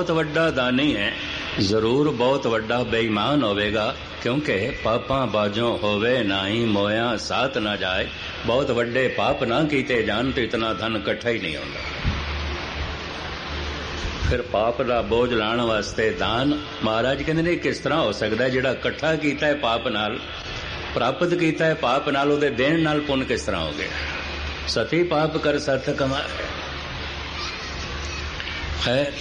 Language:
Punjabi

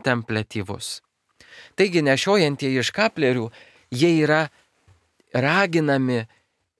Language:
Lithuanian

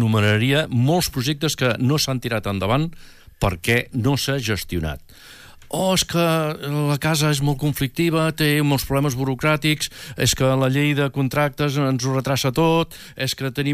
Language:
Catalan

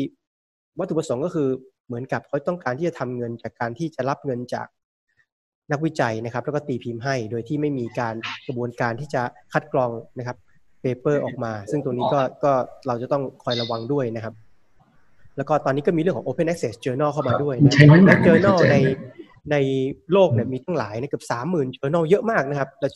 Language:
Thai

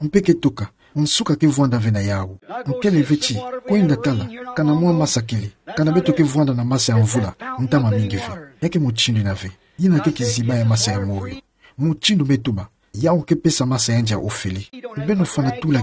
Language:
Kituba (Democratic Republic of Congo)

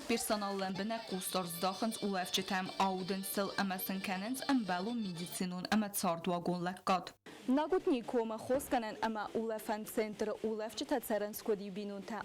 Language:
Ossetic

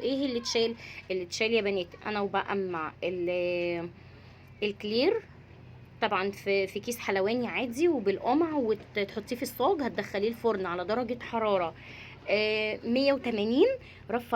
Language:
Egyptian Arabic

